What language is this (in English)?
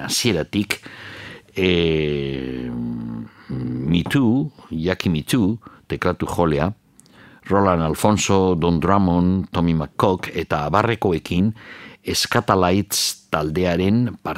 Basque